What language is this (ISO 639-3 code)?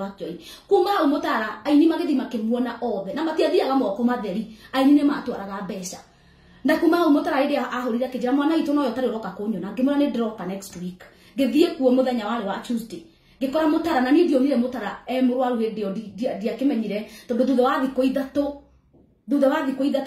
kik